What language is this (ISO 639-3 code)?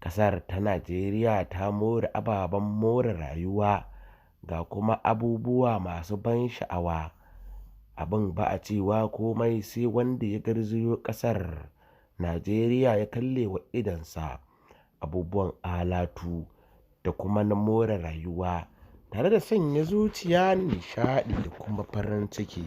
hau